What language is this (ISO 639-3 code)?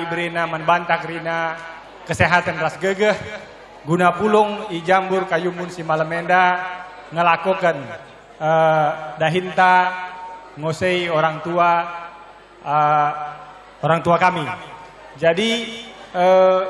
btx